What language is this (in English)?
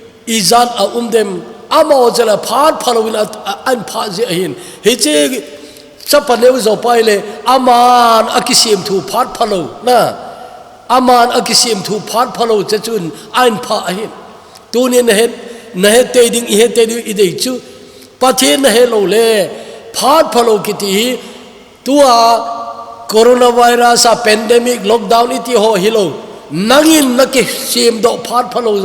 Thado Chin